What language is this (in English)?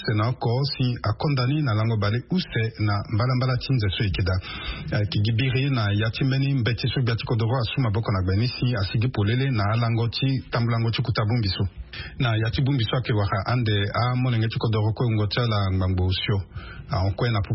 Sango